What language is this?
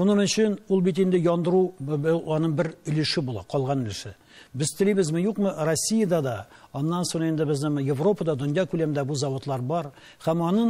Tatar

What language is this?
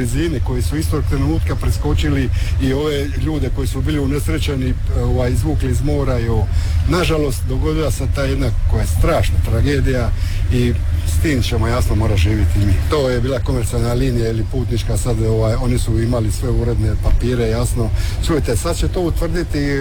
Croatian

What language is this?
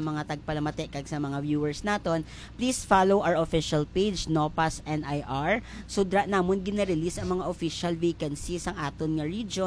Hiligaynon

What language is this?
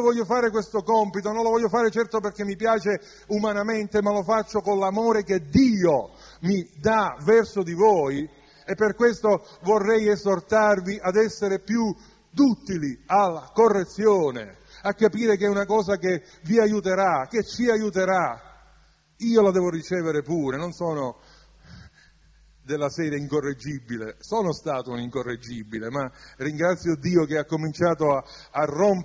Italian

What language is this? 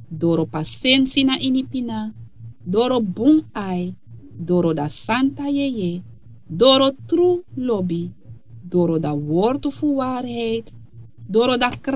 Sranan Tongo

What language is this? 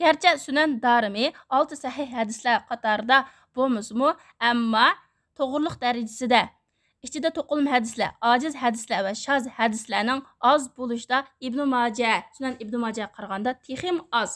Uyghur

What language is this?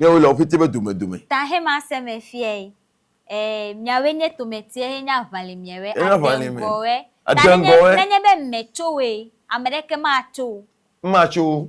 Ewe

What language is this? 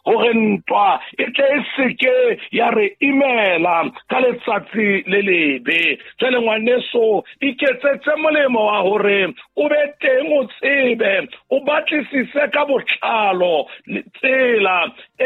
Southern Sotho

